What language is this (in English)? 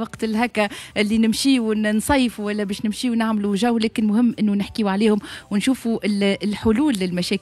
Tunisian Arabic